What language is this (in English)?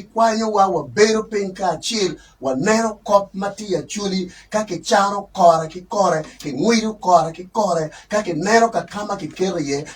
Acoli